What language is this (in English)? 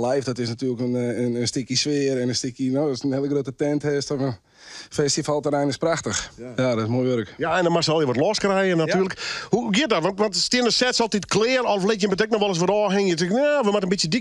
Western Frisian